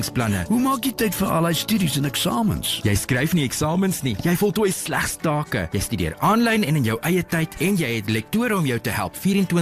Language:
Afrikaans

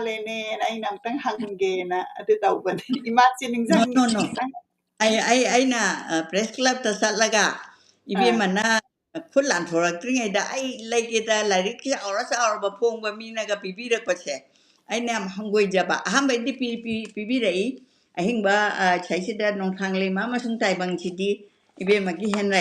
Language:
Manipuri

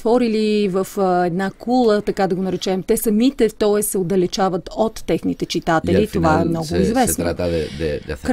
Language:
Bulgarian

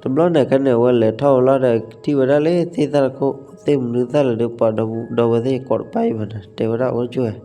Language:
S'gaw Karen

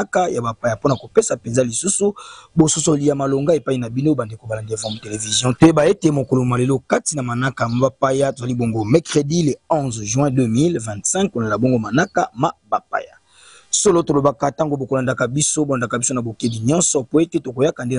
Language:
Lingala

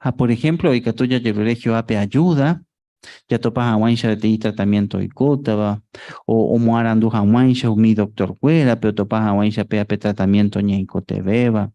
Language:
Guarani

